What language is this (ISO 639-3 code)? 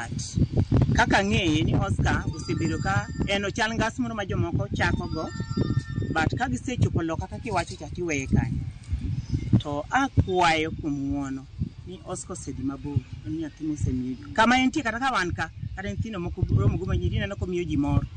luo